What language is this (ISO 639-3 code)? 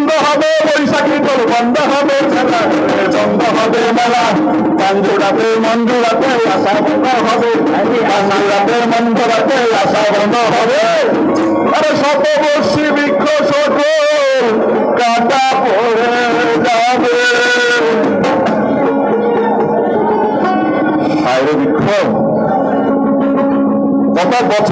ben